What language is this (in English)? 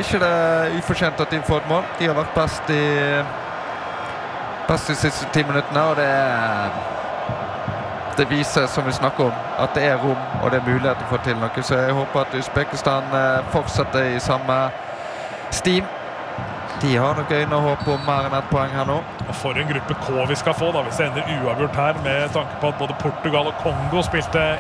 Norwegian